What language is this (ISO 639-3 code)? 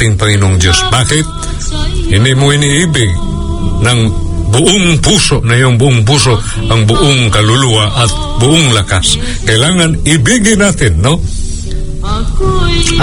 fil